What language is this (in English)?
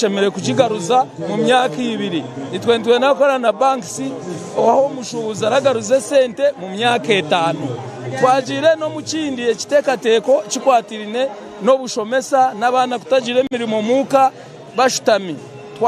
Nyankole